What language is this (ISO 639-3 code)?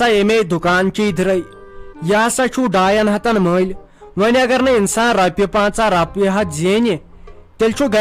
kas